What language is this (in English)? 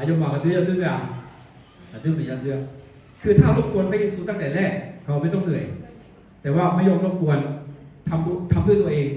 Akha